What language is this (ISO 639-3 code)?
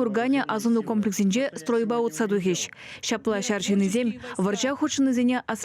chv